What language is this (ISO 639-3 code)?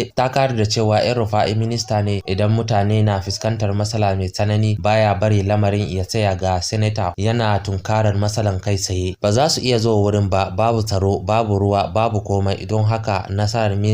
hau